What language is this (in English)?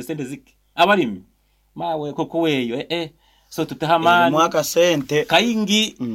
Nyoro